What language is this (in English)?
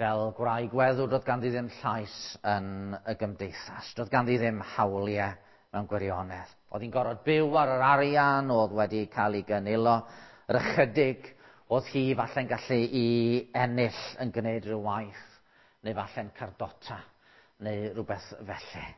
Welsh